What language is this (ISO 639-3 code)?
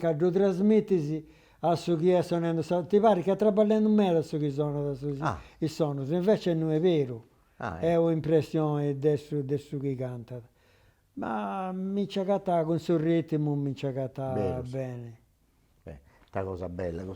srd